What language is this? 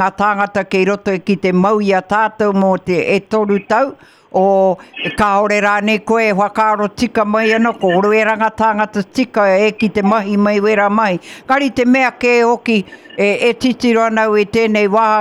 Māori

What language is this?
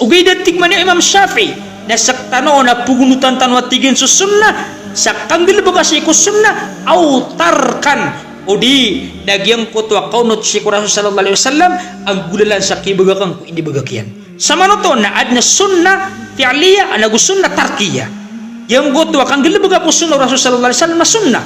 Maranao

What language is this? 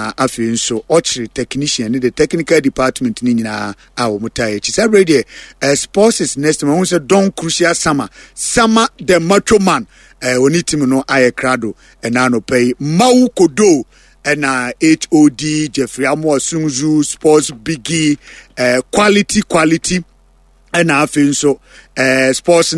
Akan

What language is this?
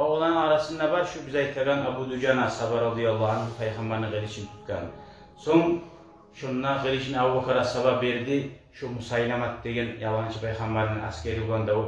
Kumyk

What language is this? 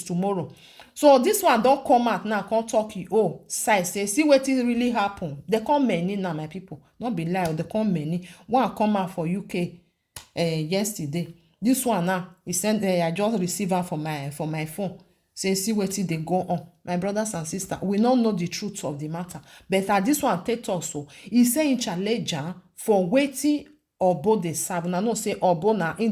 Nigerian Pidgin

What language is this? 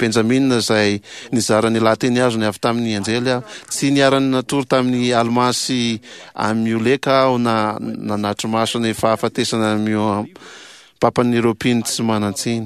Malagasy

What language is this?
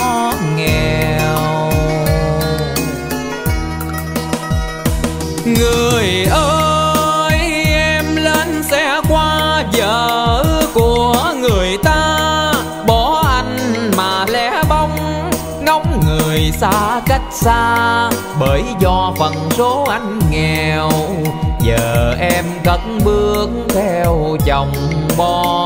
Vietnamese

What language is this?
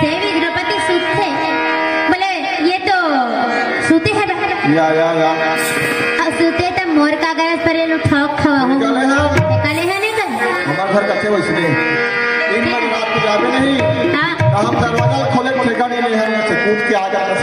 Chhattisgarhi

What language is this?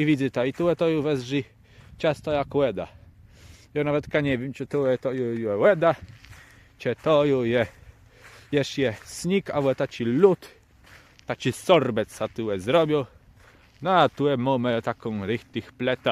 Kashubian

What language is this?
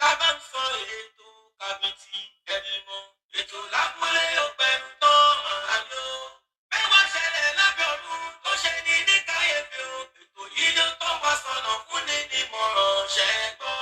Yoruba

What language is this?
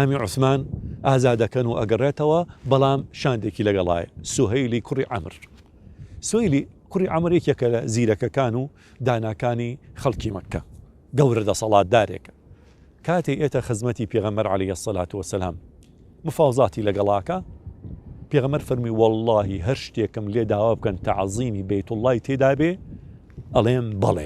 Central Kurdish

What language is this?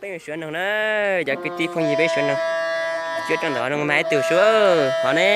Hmong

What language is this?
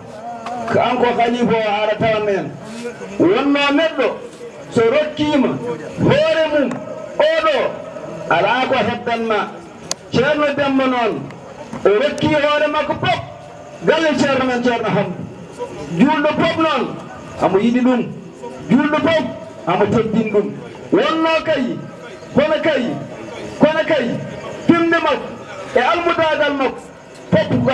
Fula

